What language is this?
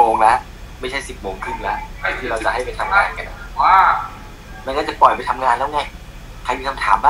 Thai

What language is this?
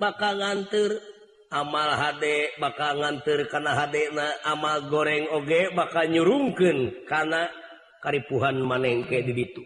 Sundanese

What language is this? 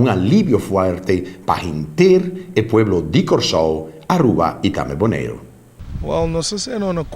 Papiamento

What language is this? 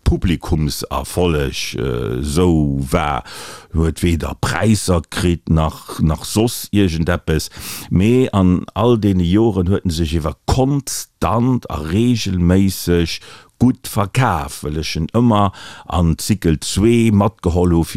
Luxembourgish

